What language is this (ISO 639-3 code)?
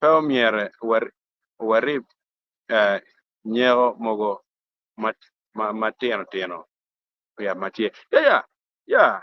ach